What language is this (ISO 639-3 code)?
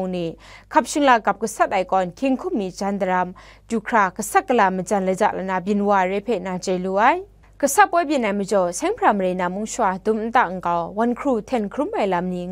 kac